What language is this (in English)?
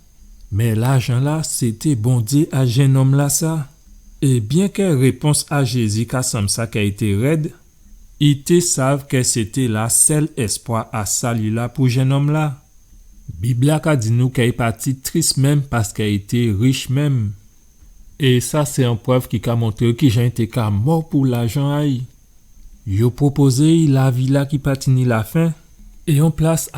Guadeloupean Creole French